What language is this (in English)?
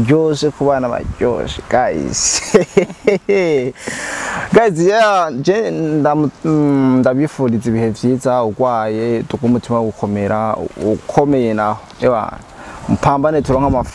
Rundi